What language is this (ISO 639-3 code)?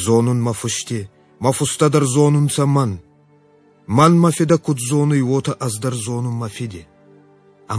oss